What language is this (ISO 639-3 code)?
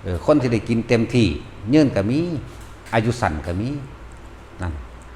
tts